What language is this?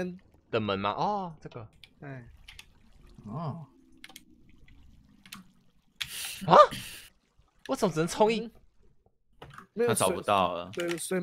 Chinese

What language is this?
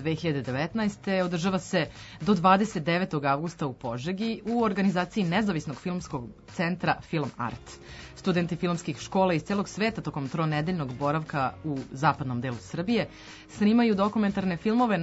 Serbian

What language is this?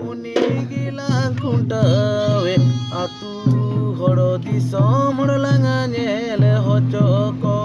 Santali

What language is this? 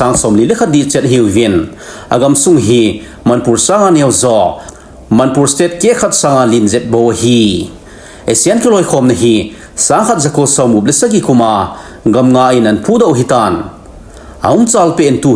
Thado Chin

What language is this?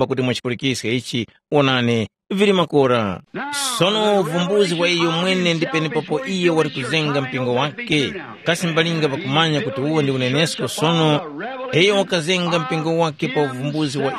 Tumbuka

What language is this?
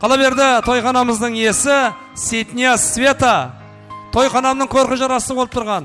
Kara-Kalpak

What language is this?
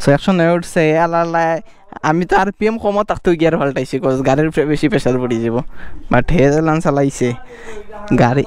Sylheti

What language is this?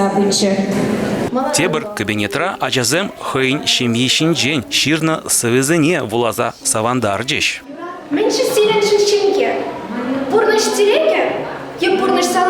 Chuvash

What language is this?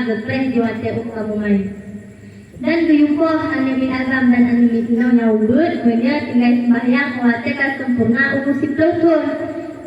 Achinese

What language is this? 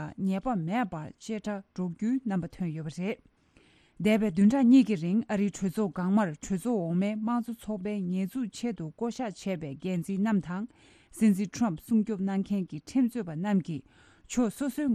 Tibetan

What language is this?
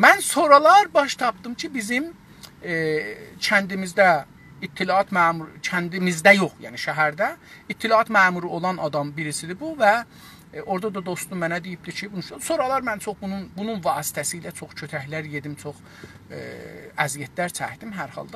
South Azerbaijani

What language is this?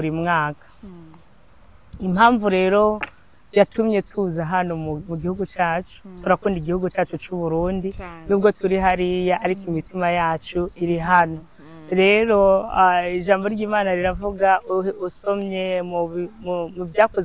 Rundi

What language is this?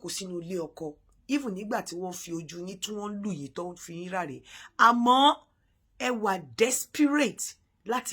Yoruba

